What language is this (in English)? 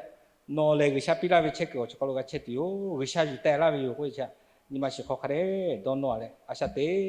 Lahu